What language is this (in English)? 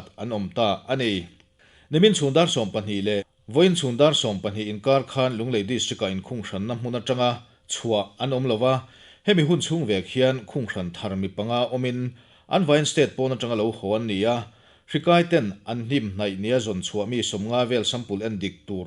Mizo